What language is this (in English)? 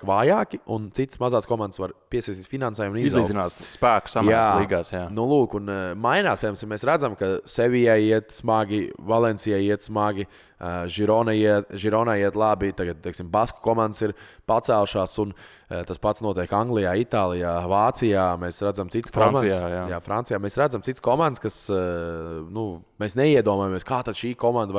Latvian